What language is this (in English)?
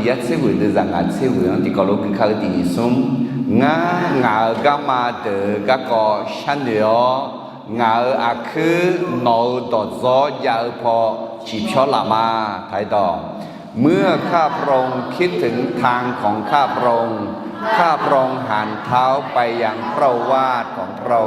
Akha